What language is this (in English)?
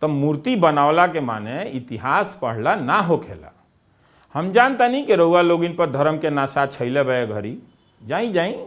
Bhojpuri